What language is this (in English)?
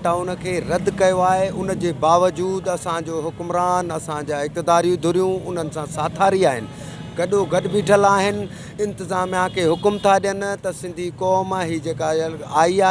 Sindhi